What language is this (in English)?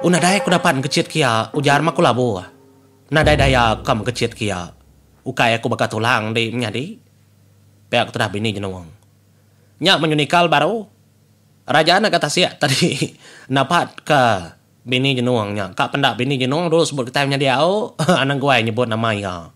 Iban